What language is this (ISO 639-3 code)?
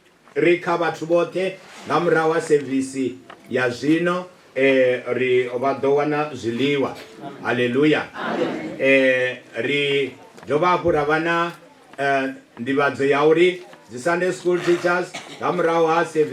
ven